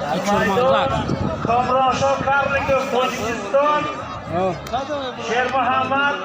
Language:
Tajik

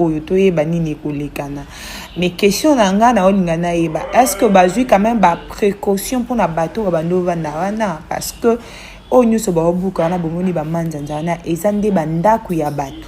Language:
Lingala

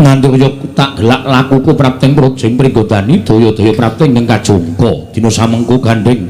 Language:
Javanese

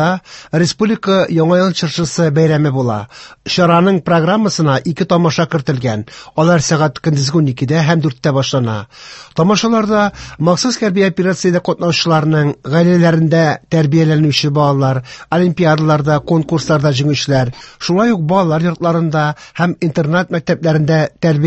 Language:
Tatar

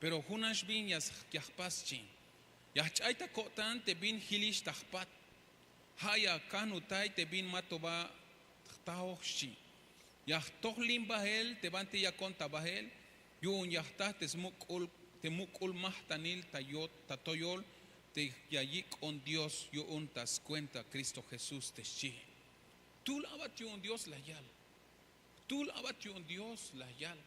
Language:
Tzeltal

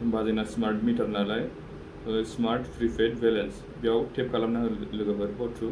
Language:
Bodo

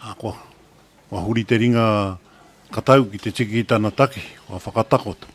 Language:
Māori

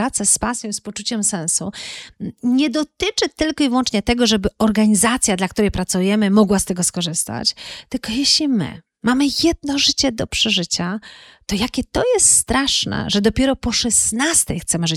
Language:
Polish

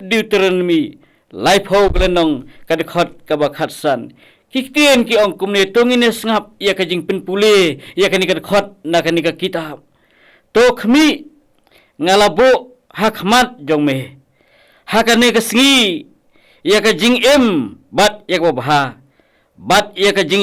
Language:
Khasi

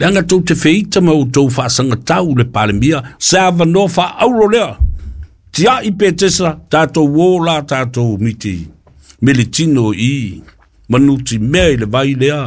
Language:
Samoan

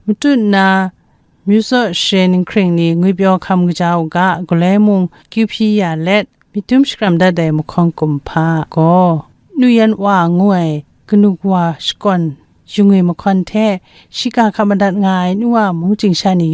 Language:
Kachin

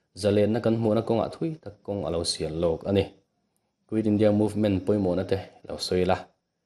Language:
Mizo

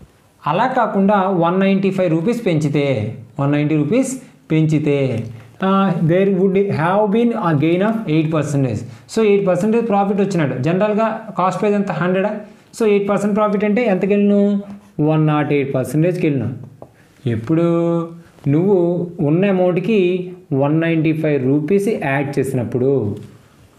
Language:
Telugu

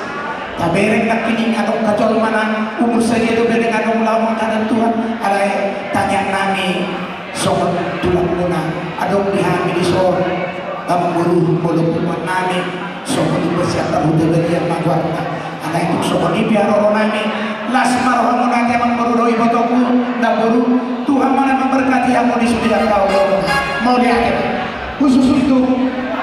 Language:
Batak Toba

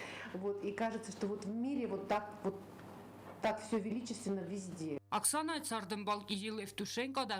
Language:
Ossetic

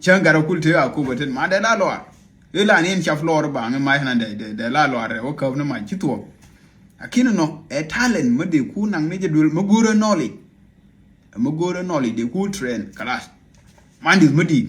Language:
Nuer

